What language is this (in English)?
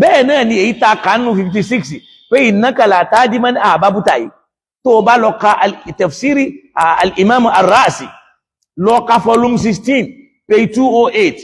Yoruba